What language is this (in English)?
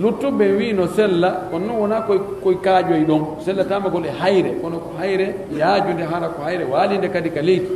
Pular